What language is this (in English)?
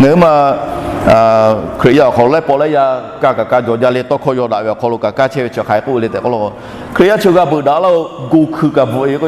Lahu